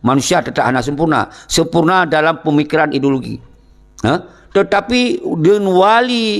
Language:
Achinese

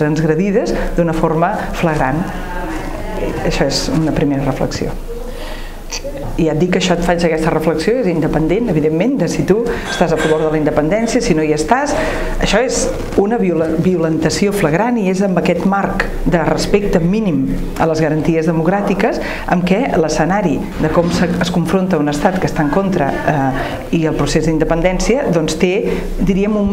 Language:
Catalan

